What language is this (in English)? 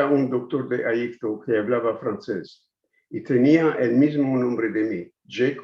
Ladino